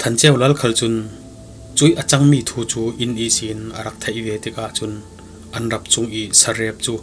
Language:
Falam Chin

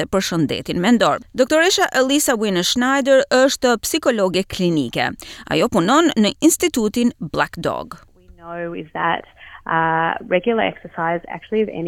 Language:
Albanian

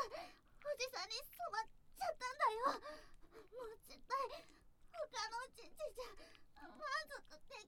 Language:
Japanese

